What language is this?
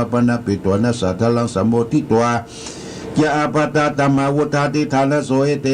Pali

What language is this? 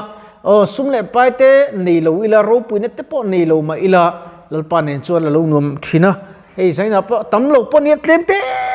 Mizo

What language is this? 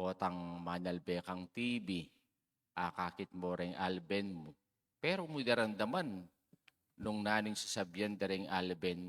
Pampanga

